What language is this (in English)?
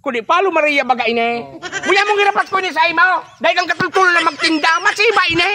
Bikol